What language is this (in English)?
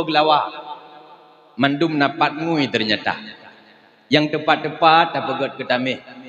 Achinese